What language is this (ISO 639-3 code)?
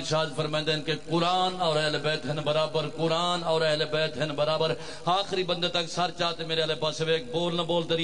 urd